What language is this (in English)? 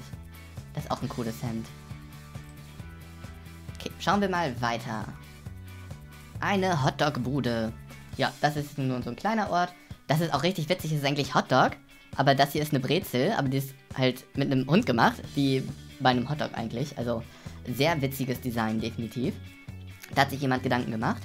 German